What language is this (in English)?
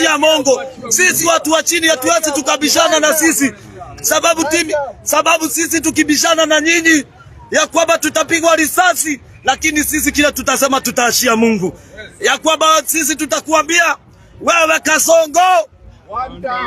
Kikuyu